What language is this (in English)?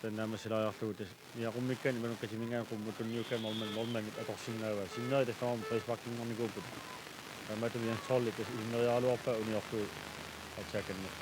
Kalaallisut